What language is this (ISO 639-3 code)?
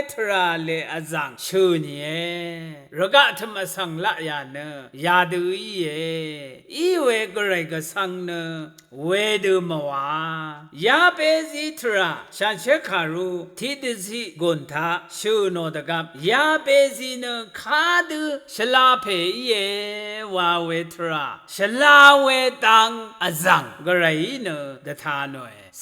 raw